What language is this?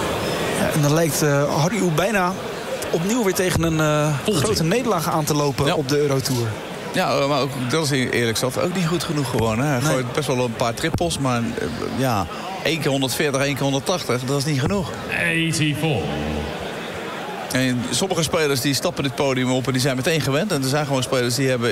Dutch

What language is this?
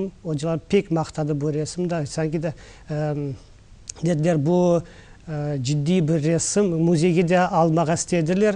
Crimean Tatar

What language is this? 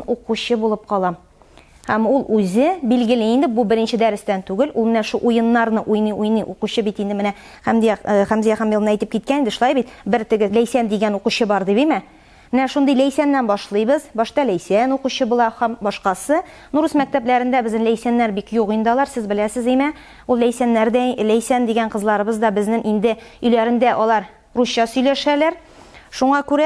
Tatar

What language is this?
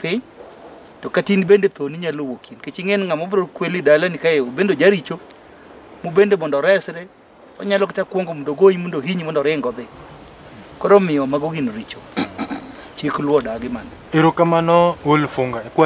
Luo (Kenya and Tanzania)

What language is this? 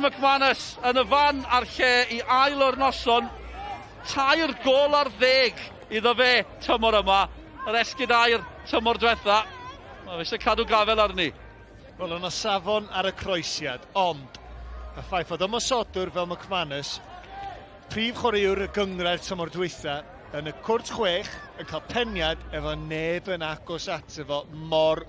Welsh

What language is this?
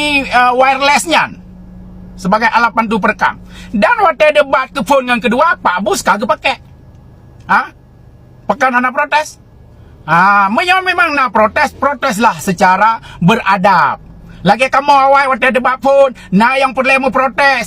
Achinese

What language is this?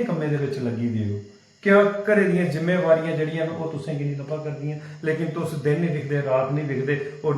Dogri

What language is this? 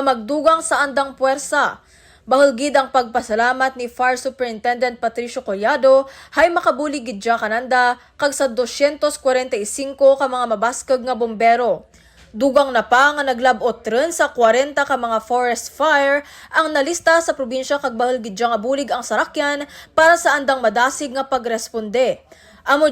Kinaray-a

